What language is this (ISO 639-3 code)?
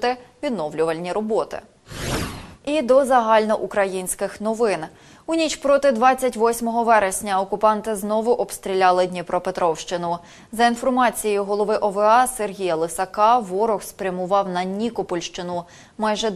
ukr